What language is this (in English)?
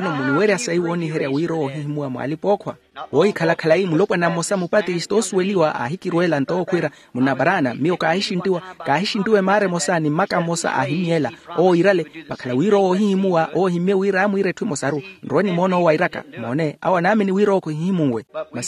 Makhuwa